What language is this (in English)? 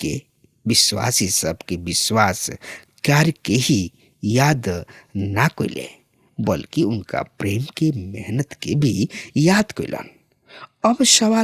Bhojpuri